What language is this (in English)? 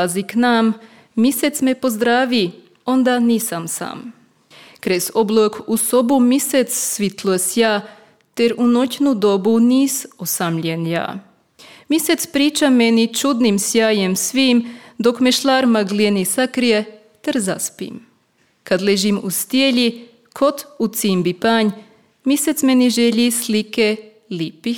Croatian